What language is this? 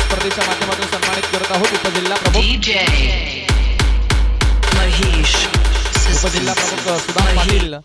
Marathi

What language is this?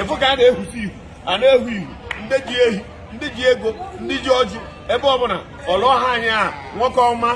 Igbo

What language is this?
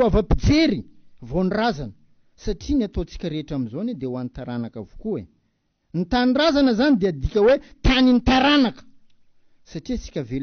Malagasy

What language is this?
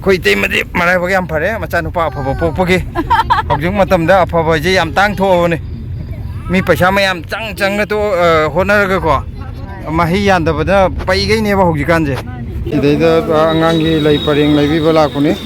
Manipuri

